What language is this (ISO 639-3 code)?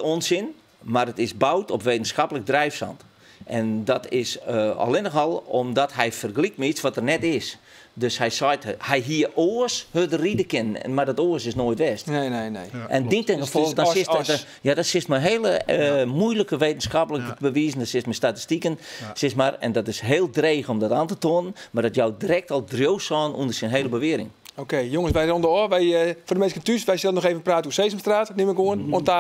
fry